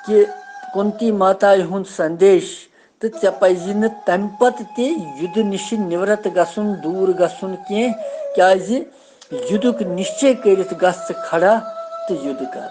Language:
Kashmiri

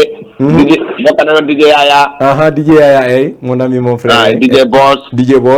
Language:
Fula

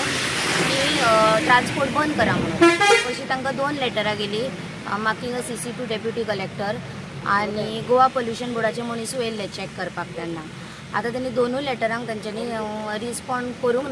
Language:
Konkani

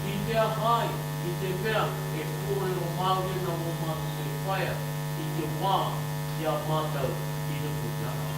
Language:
Māori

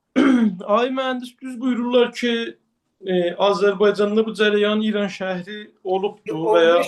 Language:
Azerbaijani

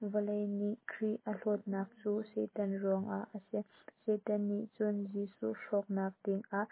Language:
Hakha Chin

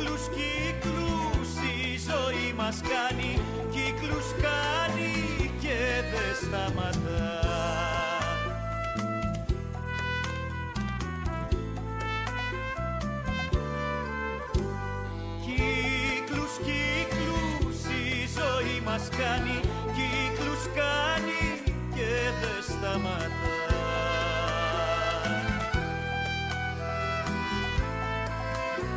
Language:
Greek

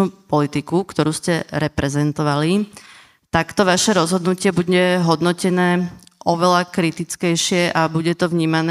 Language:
Slovak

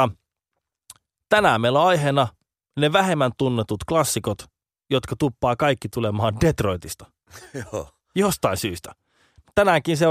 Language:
Finnish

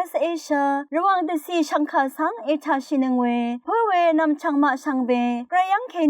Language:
Rawang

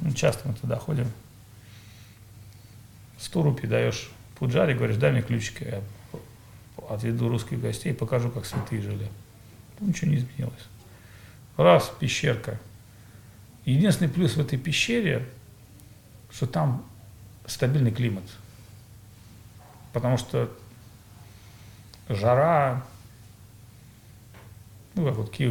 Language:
Russian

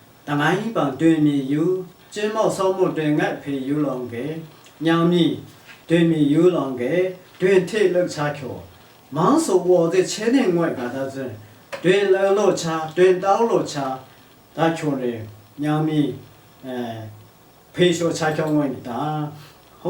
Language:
Lashi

